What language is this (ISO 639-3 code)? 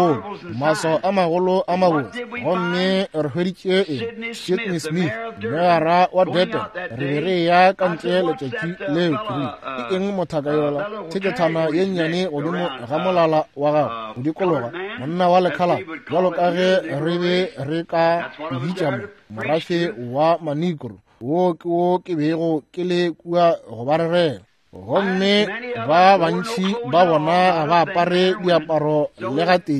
nso